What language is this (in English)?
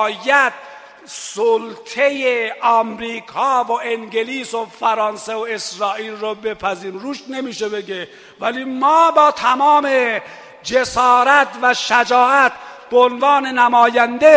Persian